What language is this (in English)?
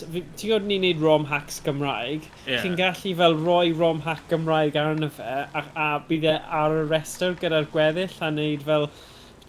Welsh